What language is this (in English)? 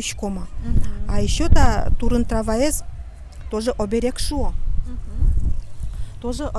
Udmurt